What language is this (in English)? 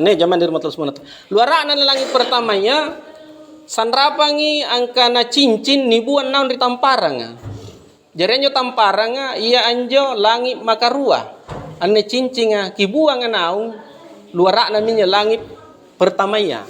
Makasar